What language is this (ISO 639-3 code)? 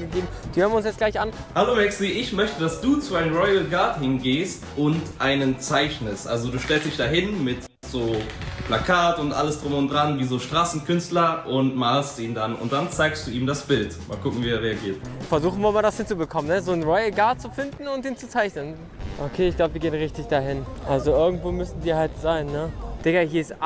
deu